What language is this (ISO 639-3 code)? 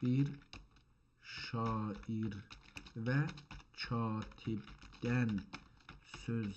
azb